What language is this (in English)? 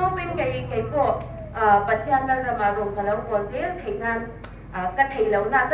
Hmar